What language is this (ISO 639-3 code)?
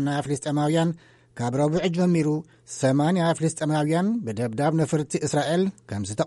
tir